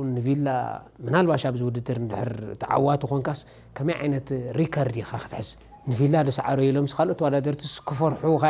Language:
Tigrinya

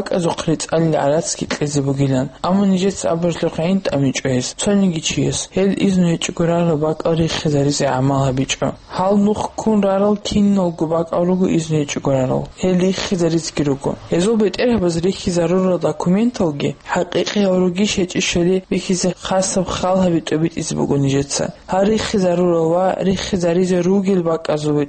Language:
Avaric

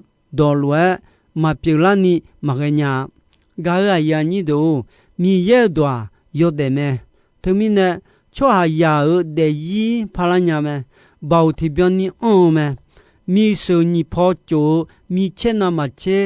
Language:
Akha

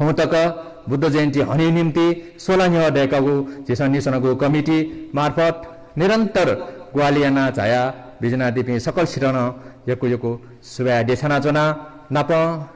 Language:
Newari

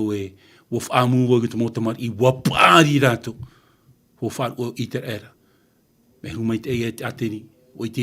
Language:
Tahitian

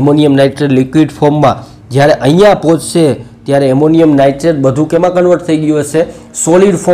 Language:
Gujarati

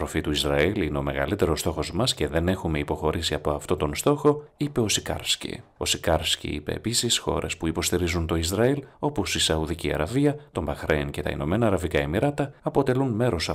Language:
Greek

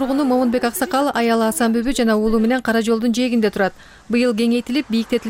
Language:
Kyrgyz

